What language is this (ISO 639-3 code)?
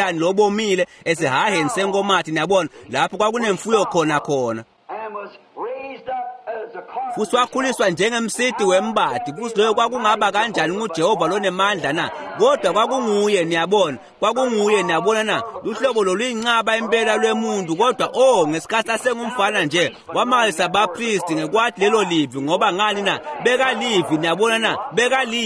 ssw